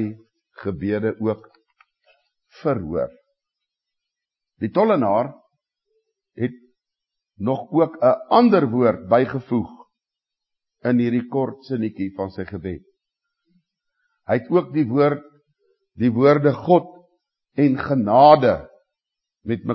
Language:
Afrikaans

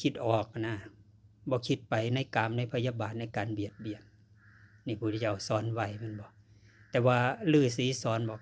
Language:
Lao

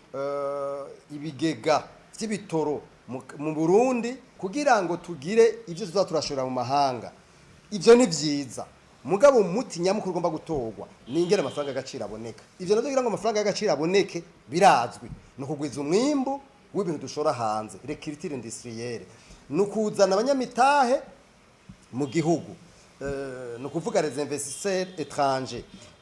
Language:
Rundi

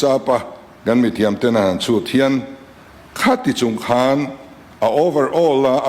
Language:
Mizo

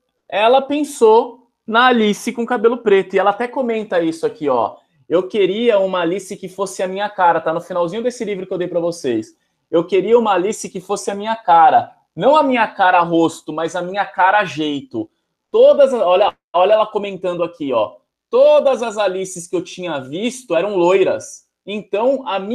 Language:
Portuguese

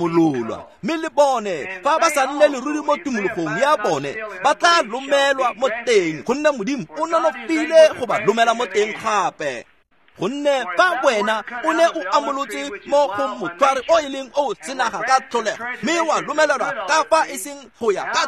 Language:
Tswana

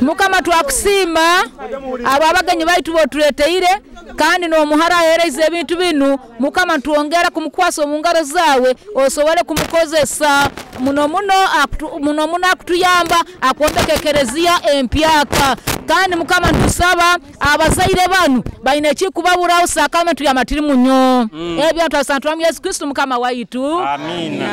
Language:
Nyoro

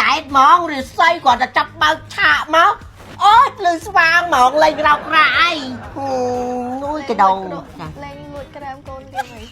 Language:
Khmer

